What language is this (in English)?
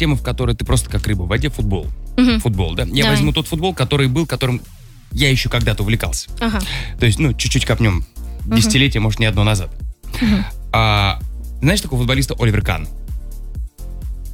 Russian